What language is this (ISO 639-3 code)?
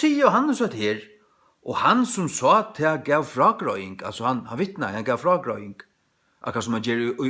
fao